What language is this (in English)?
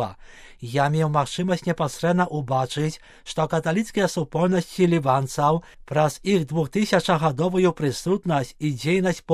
Belarusian